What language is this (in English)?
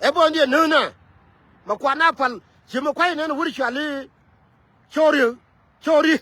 Nuer